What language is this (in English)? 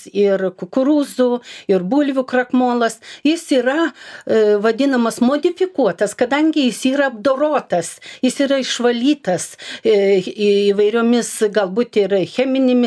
Lithuanian